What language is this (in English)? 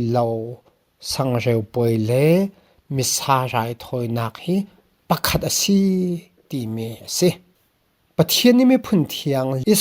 Falam Chin